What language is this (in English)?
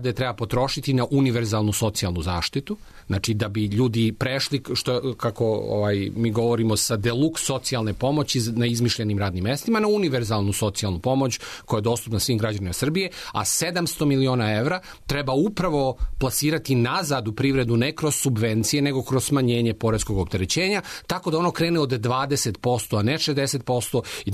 Serbian